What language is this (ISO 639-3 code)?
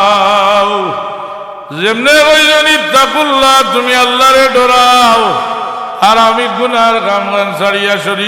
syl